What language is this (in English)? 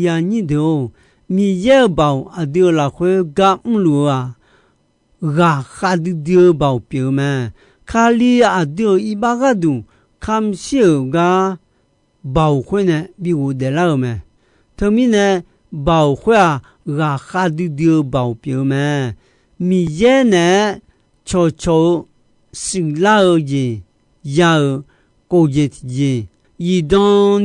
Akha